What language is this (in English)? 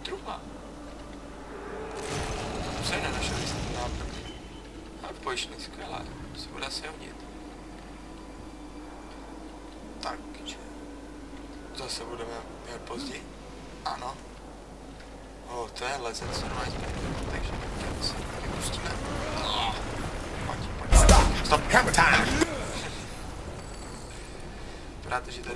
Czech